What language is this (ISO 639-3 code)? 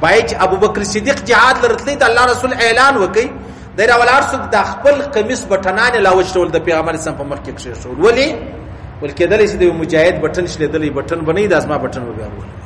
pus